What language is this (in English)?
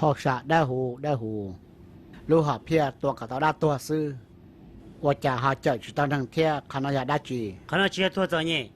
Hmong